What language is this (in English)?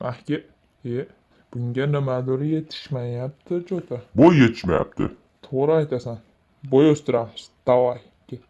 Uzbek